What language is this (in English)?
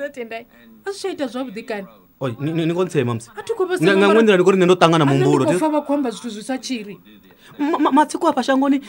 Venda